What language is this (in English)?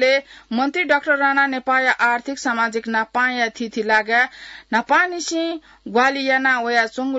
Newari